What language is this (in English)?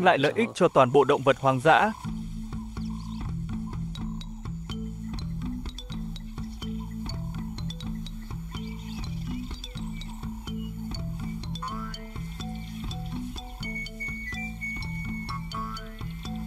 Vietnamese